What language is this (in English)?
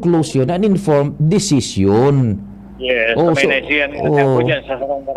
Bikol